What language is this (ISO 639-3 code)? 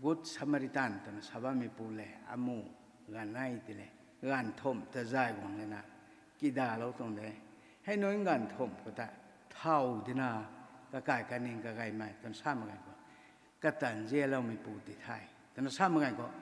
nbu